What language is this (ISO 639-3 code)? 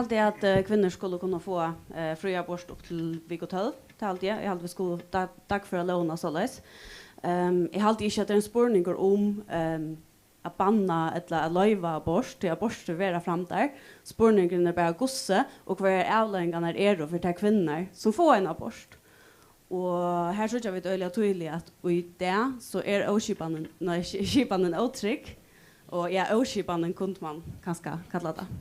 fao